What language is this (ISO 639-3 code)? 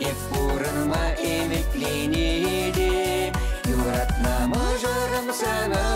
chv